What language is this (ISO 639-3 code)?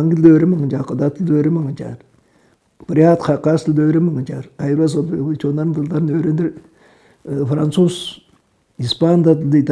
tyv